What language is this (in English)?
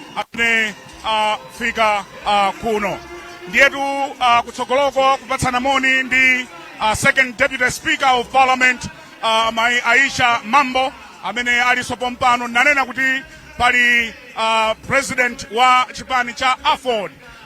Nyanja